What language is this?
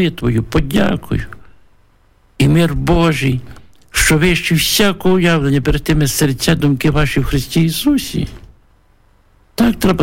Ukrainian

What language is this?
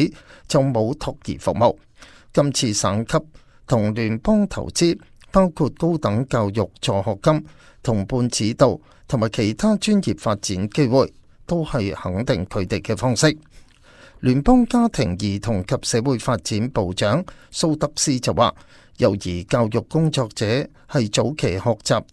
Cantonese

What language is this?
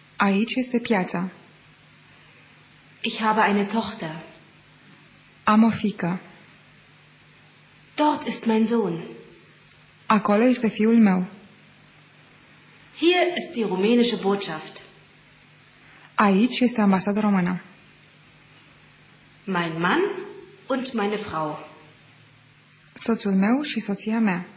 Romanian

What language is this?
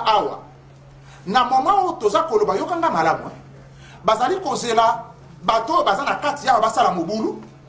Lingala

